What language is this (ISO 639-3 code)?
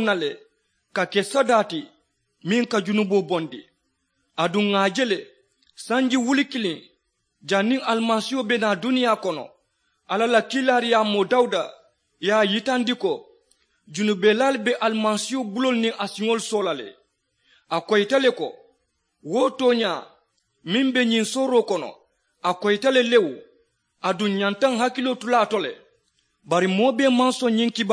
man